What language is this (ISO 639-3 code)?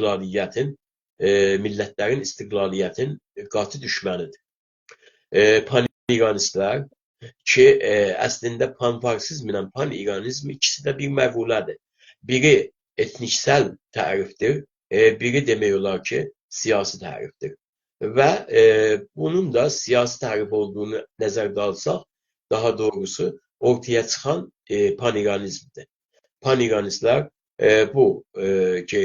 azb